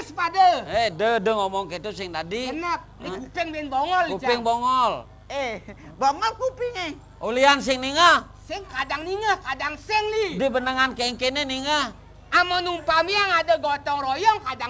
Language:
Balinese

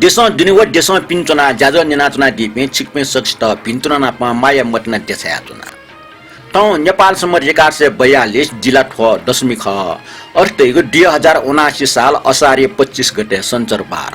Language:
Newari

